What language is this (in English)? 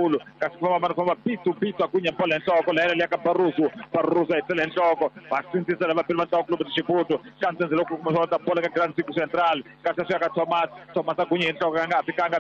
Tsonga